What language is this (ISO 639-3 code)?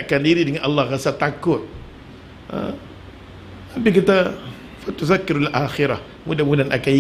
msa